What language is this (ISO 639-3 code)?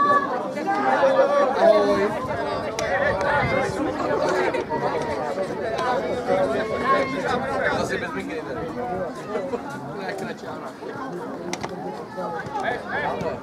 ces